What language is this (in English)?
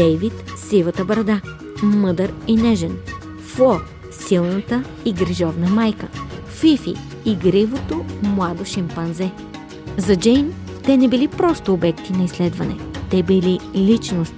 Bulgarian